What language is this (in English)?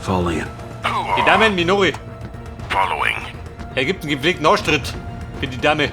Bavarian